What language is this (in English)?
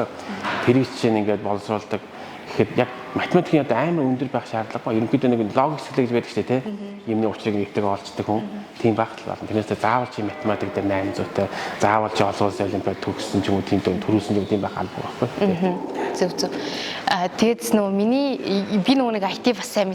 Mongolian